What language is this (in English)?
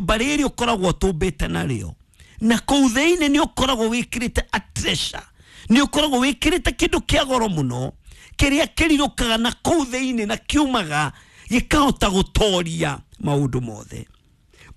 Kikuyu